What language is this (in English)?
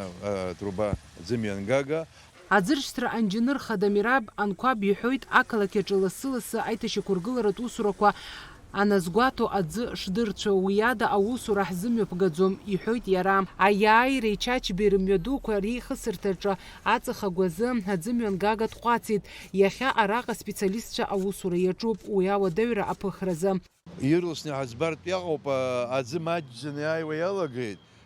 Abkhazian